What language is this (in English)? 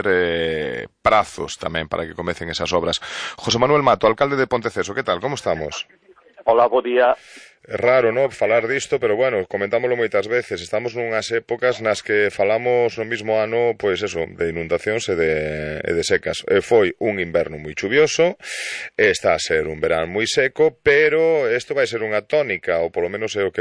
Galician